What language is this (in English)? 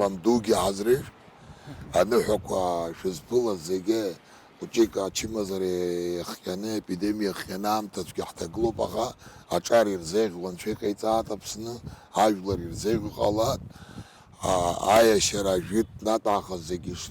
Abkhazian